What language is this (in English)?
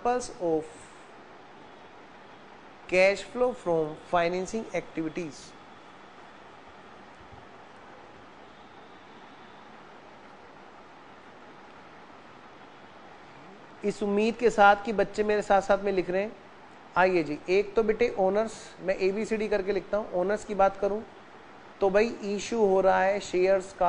Hindi